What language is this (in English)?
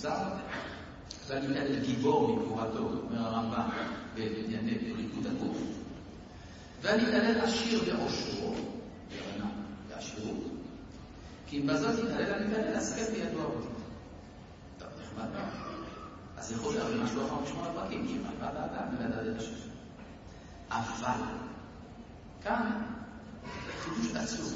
Hebrew